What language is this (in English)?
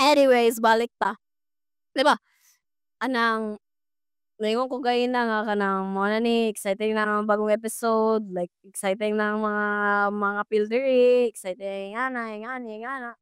Cebuano